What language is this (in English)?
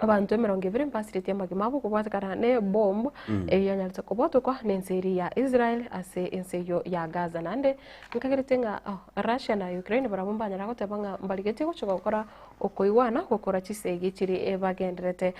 Gusii